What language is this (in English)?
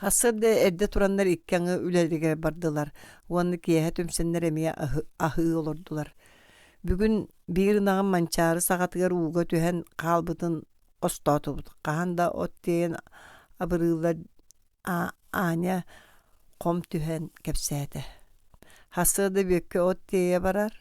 Yakut